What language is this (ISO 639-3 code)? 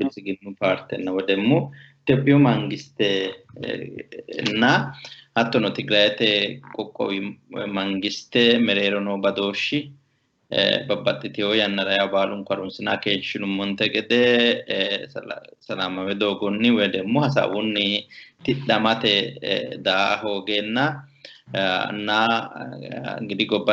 sid